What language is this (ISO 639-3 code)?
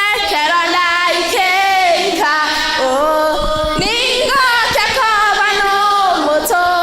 guz